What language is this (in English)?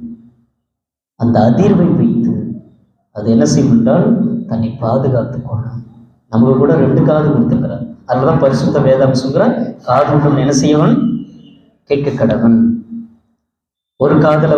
Tamil